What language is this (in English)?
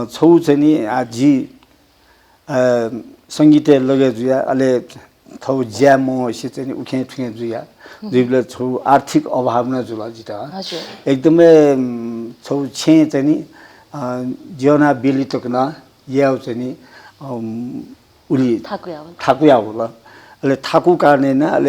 Newari